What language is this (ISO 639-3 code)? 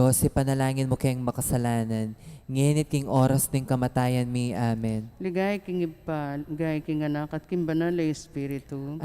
pam